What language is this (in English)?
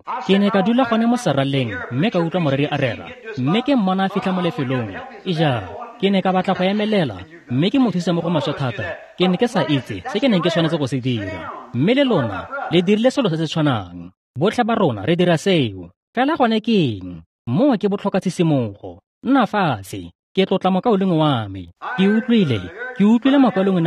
Tswana